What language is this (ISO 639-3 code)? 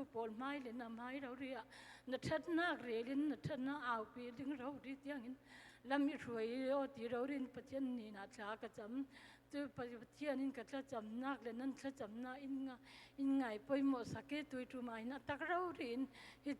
cfm